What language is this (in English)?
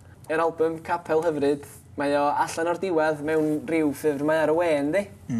Welsh